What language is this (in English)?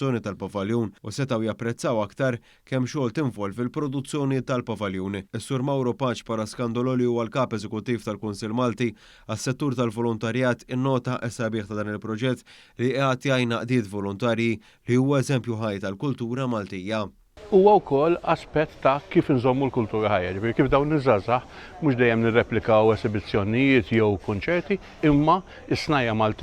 Maltese